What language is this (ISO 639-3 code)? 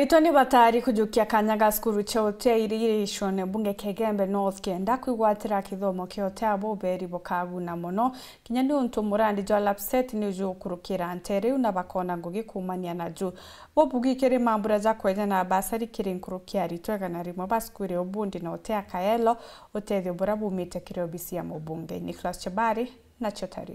mer